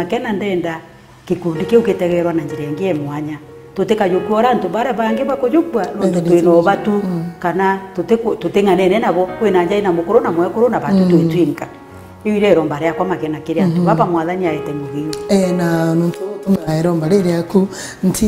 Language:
Meru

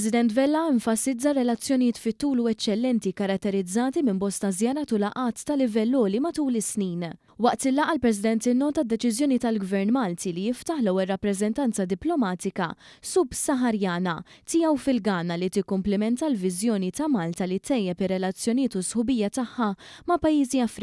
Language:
Maltese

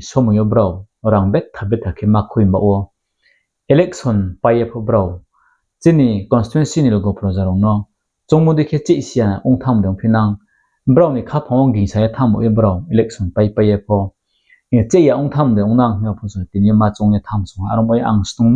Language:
Riang (India)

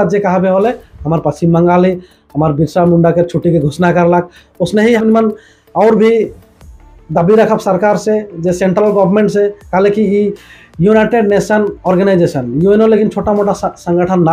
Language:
Sadri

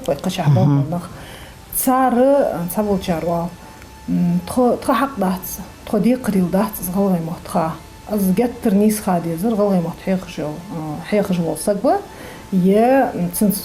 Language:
Ingush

